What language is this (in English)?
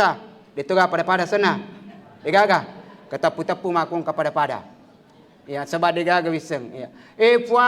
Buginese